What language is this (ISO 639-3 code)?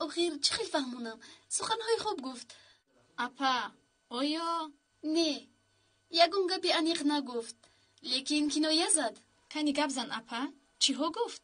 tgk